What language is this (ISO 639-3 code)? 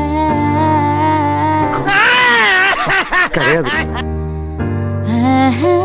mal